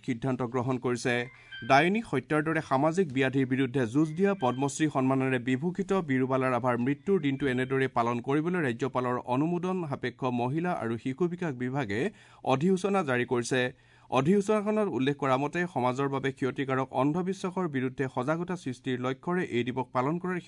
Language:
Assamese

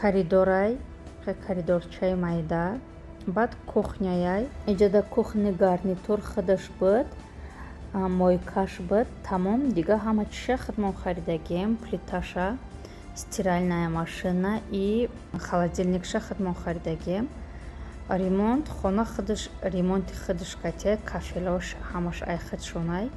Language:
Tajik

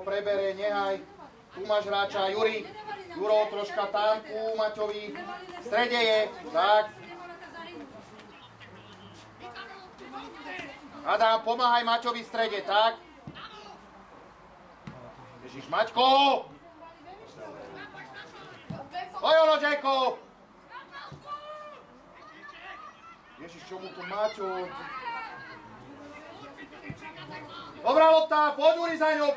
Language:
Slovak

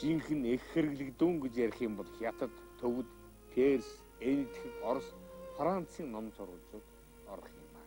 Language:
Mongolian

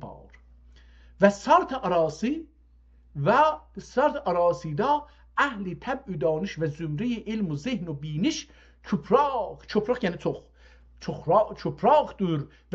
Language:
South Azerbaijani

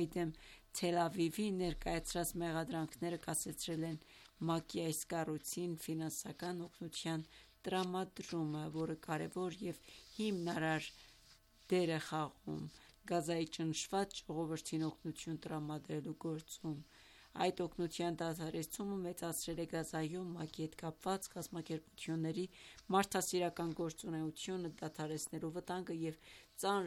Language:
Armenian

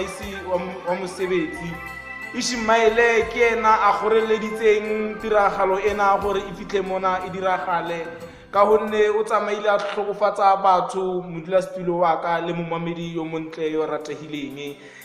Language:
Tswana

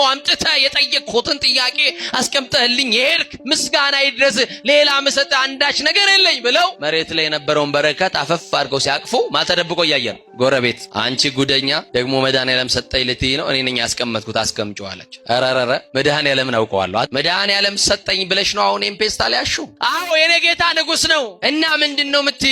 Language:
Amharic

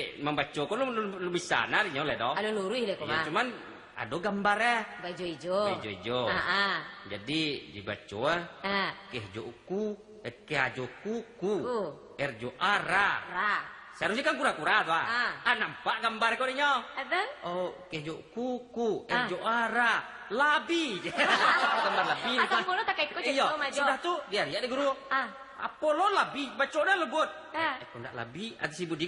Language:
Minangkabau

